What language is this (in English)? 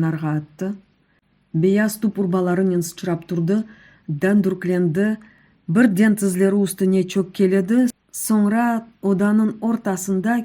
Crimean Tatar